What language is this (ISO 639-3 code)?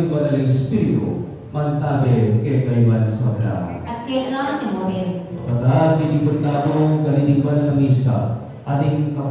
pam